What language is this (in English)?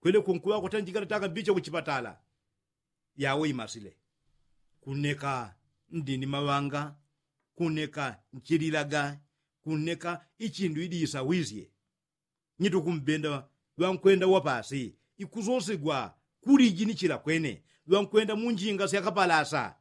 Yao